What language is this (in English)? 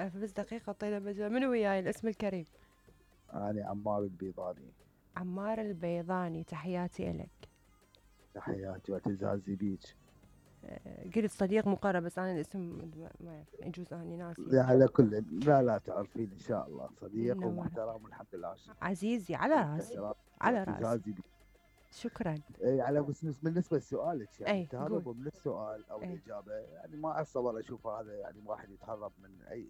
Mesopotamian Arabic